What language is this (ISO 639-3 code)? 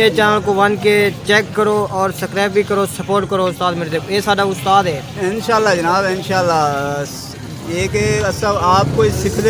skr